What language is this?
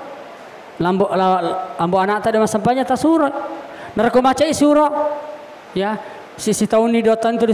Buginese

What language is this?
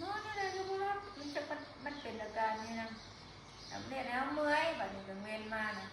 Northeastern Thai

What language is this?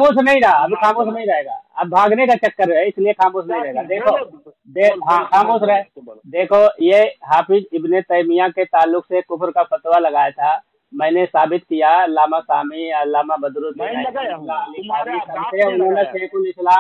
Urdu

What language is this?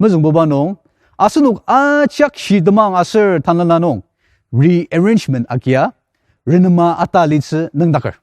Ao Naga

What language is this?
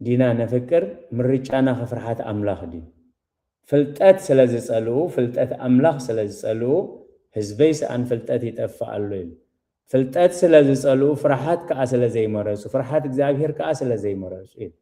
Tigrinya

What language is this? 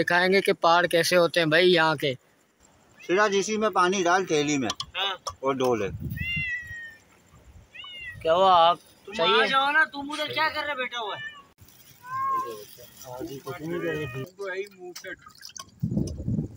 Hindi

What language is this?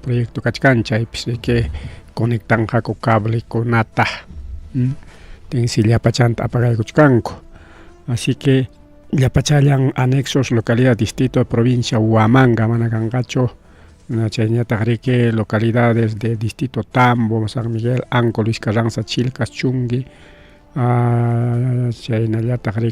Ayacucho Quechua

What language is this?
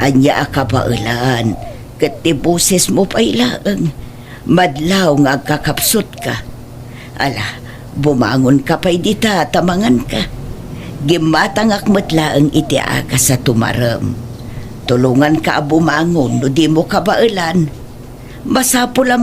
Iloko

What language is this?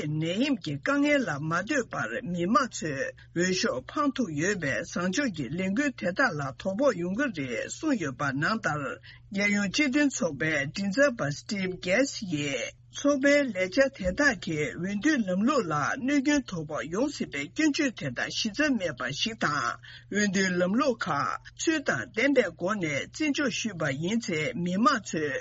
Tibetan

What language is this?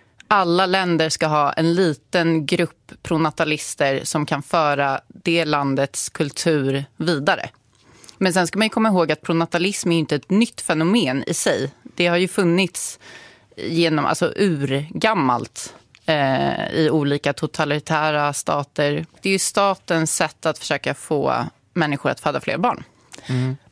Swedish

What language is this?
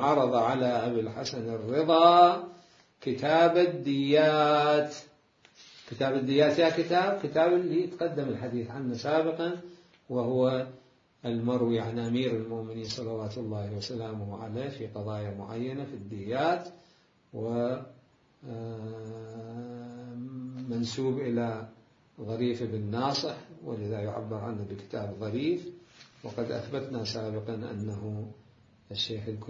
Mesopotamian Arabic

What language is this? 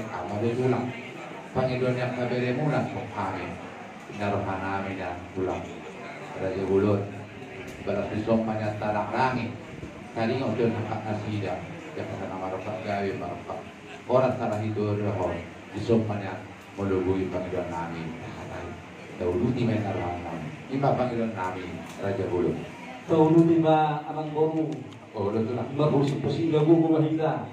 Batak Toba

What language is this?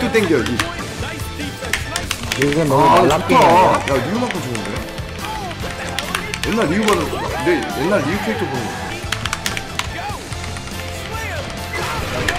Korean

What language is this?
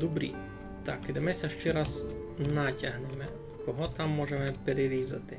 Rusyn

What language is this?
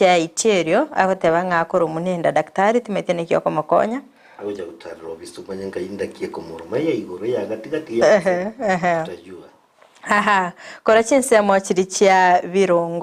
Gusii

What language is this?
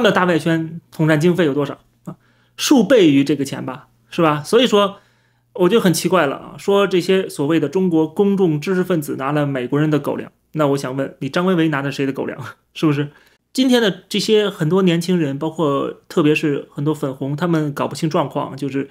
Chinese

